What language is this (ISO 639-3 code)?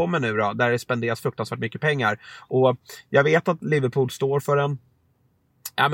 swe